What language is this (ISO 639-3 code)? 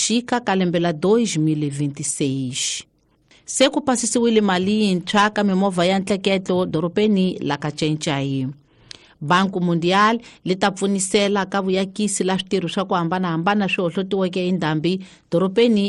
tso